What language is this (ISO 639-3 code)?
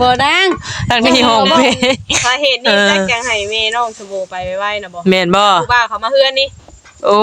tts